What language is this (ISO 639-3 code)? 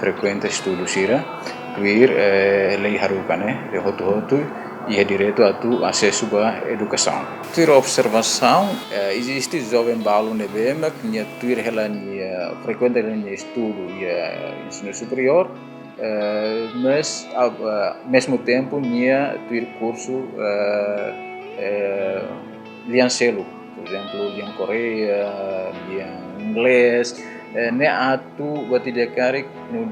tet